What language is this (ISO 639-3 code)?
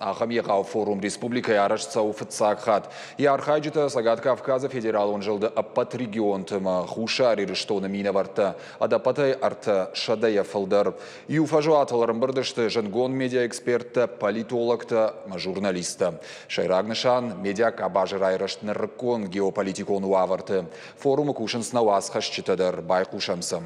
oss